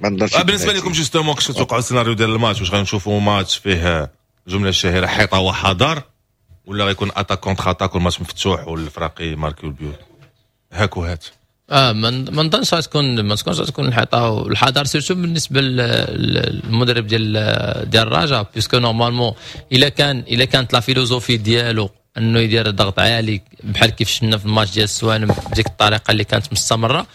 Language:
Moroccan Arabic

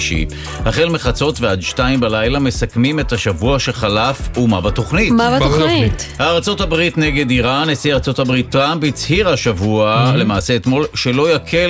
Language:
Hebrew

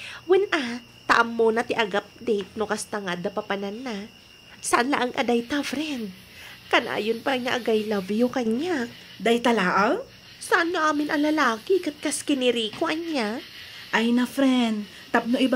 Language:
Iloko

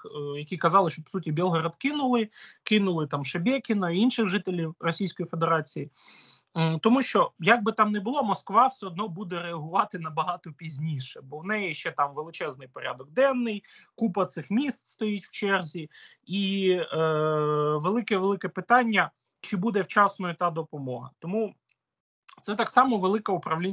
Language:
Ukrainian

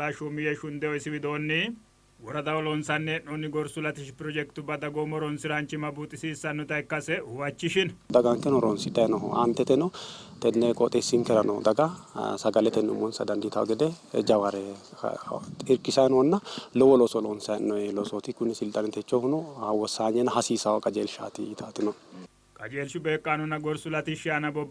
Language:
Sidamo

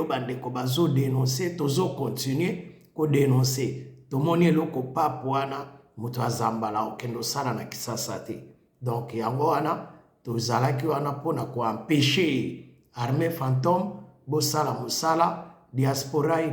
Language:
Lingala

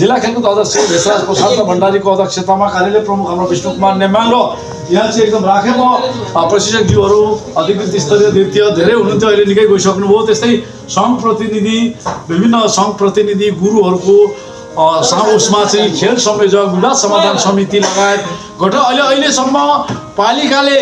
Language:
Nepali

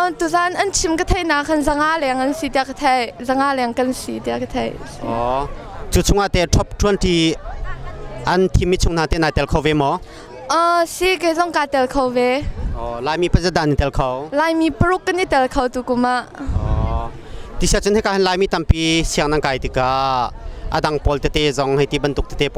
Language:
Hakha Chin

